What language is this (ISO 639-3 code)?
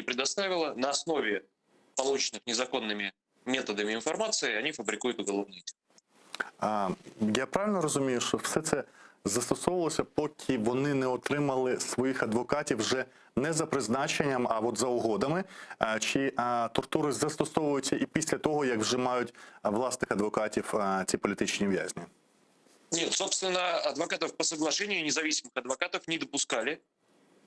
crh